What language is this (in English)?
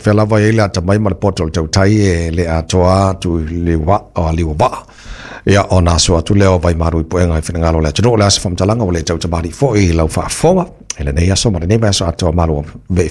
Samoan